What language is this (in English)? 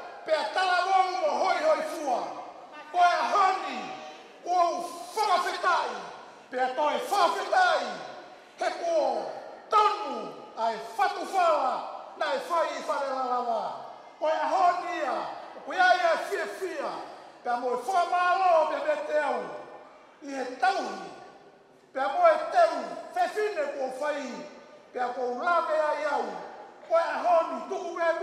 Tongan